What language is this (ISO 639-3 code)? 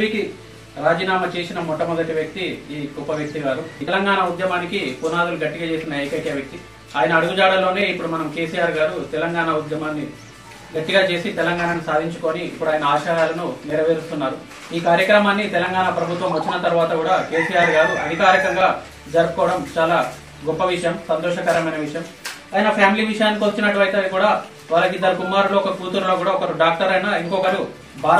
tel